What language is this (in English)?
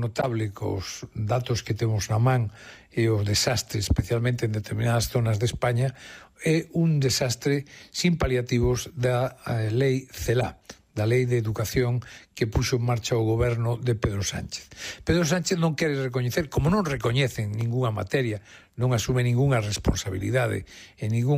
Galician